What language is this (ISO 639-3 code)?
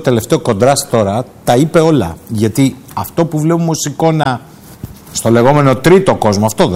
ell